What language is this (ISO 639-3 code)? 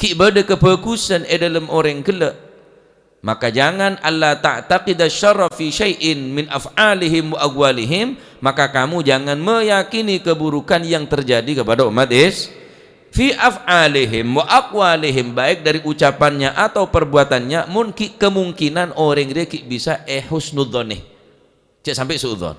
mad